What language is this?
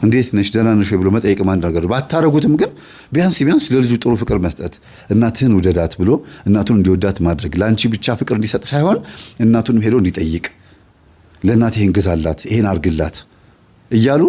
Amharic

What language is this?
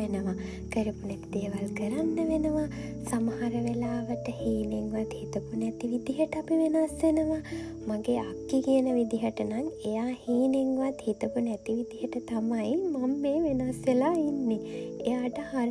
Sinhala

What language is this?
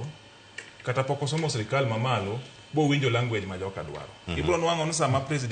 Luo (Kenya and Tanzania)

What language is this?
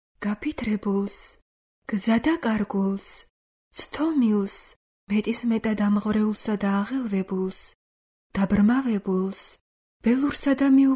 Georgian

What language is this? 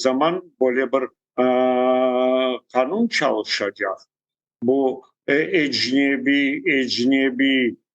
Crimean Tatar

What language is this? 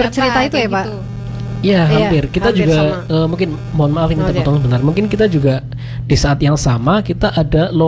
Indonesian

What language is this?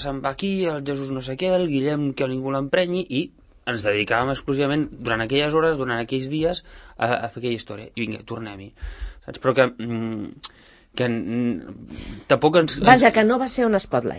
Catalan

